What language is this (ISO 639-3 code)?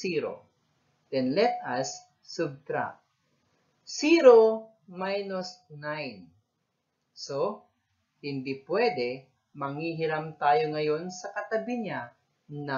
fil